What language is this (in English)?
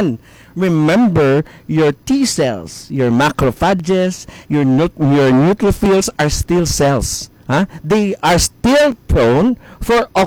Hiligaynon